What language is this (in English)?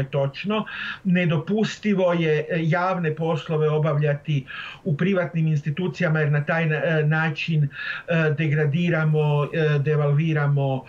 Croatian